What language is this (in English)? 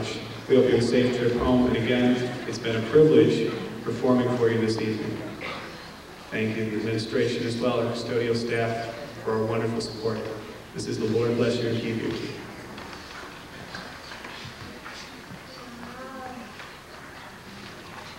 English